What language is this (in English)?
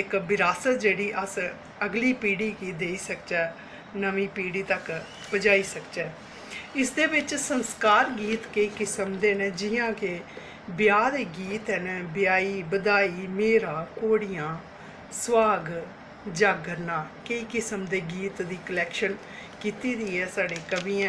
Dogri